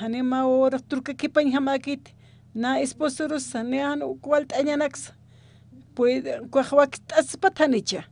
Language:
Aymara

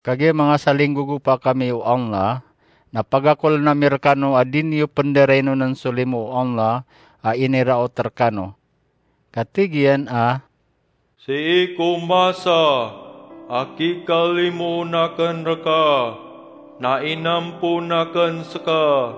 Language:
Maranao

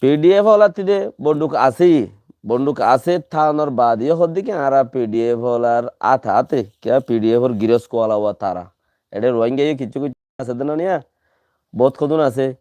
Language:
Rohingya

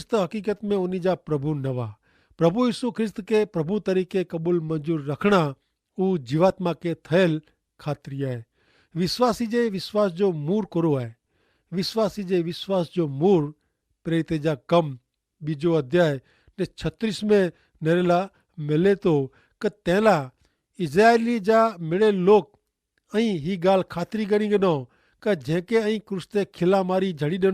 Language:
Kachhi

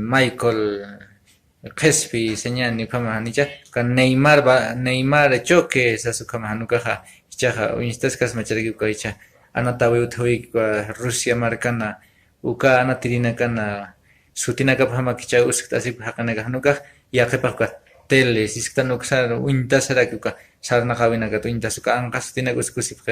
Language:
Aymara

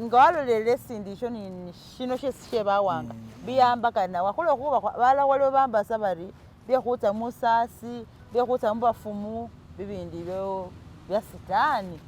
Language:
Masaaba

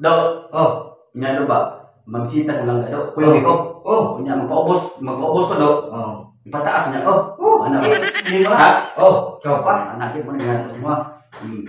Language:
Cebuano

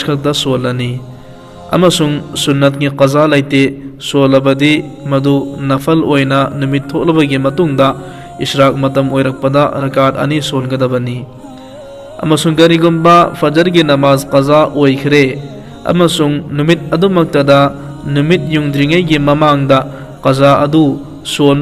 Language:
Manipuri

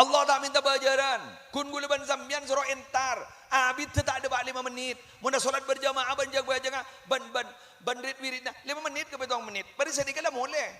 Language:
Madurese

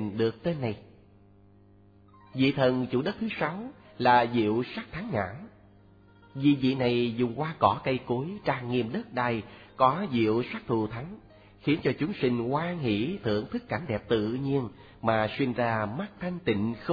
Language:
Vietnamese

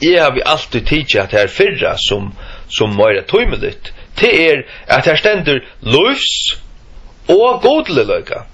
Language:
Faroese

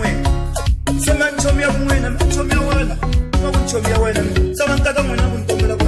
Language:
Tsonga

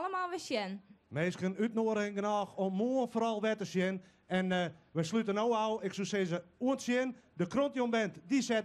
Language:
Western Frisian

